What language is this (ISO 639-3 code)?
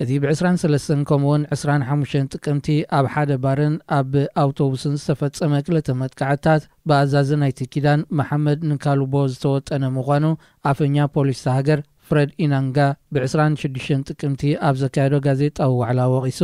tir